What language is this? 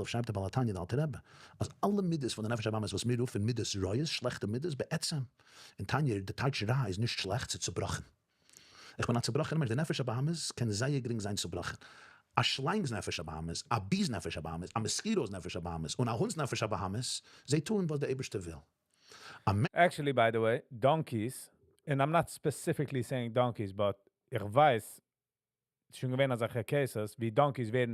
Yiddish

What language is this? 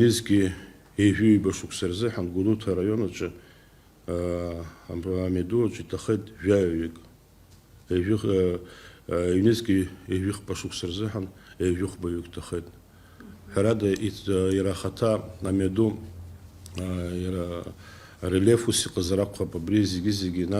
Abkhazian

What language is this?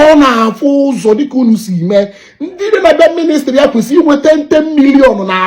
Igbo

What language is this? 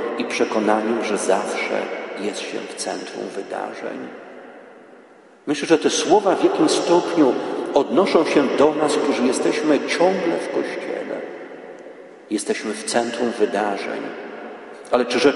Polish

